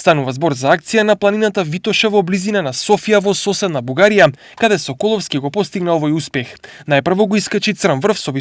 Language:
Macedonian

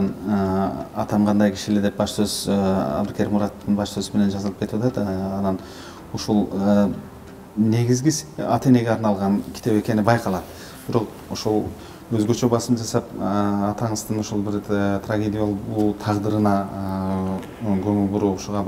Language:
Kyrgyz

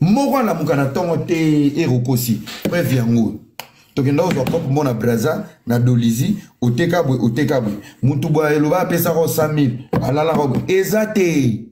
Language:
Lingala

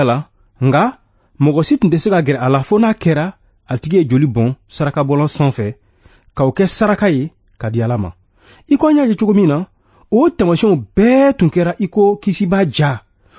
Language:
Bambara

